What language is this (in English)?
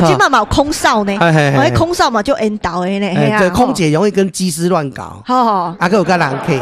Min Nan Chinese